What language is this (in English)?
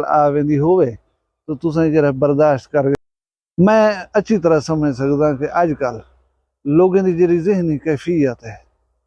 Saraiki